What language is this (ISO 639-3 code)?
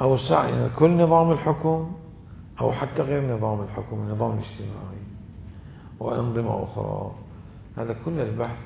acm